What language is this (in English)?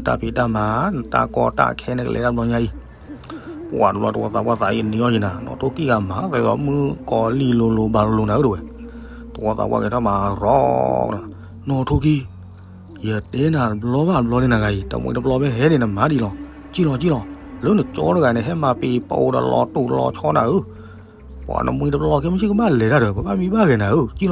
S'gaw Karen